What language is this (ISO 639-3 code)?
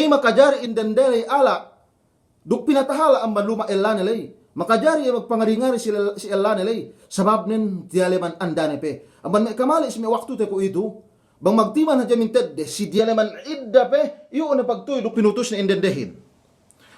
yka